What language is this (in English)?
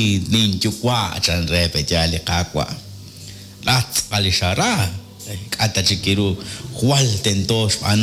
Kekchí